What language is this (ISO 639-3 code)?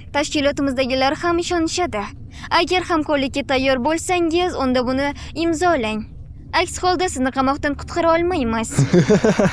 uzb